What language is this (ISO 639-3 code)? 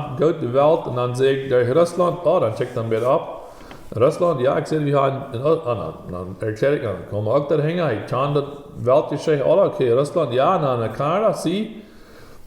pdt